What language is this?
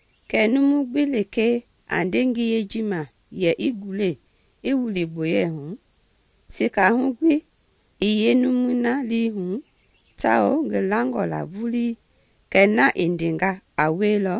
Mende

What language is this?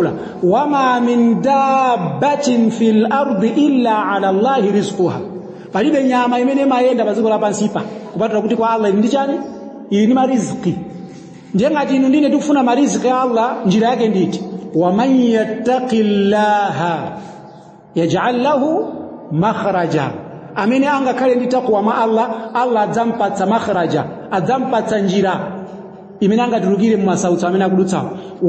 Nyanja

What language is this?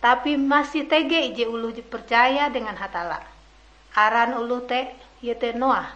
Ngaju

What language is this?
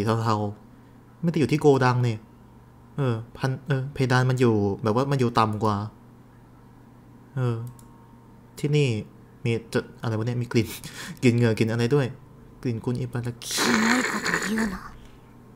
Thai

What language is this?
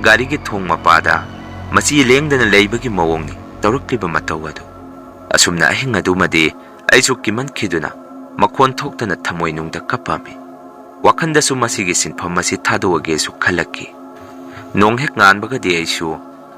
Manipuri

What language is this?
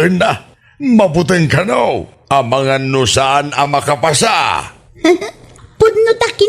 Iloko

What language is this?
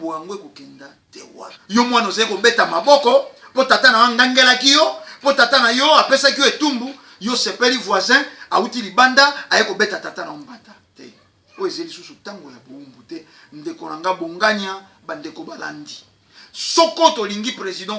Lingala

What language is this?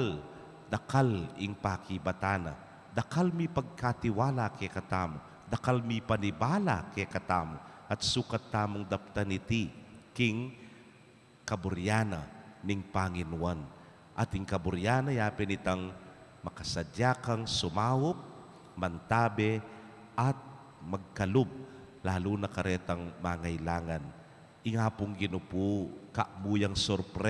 Pampanga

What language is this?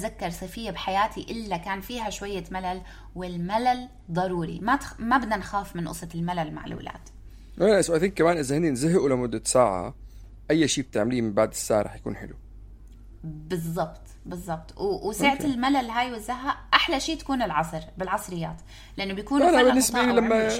North Levantine Arabic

